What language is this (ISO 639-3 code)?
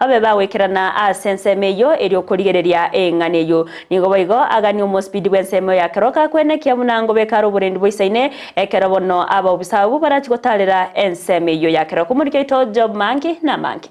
guz